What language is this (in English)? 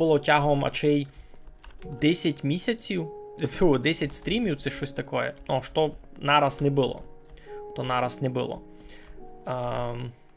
Rusyn